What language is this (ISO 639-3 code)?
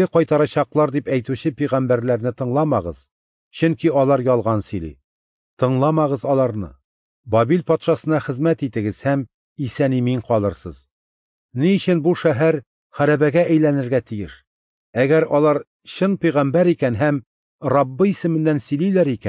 tat